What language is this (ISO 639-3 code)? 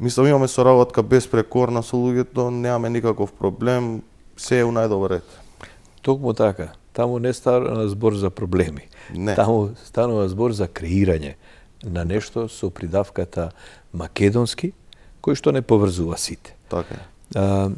mkd